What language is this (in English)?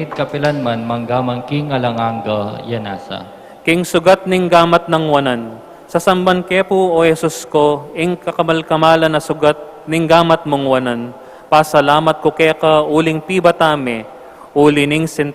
Pampanga